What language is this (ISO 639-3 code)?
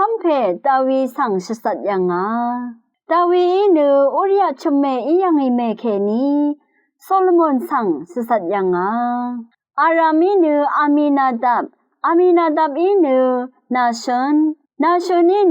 raw